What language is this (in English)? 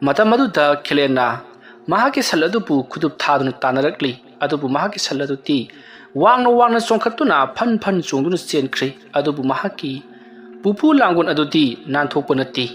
Manipuri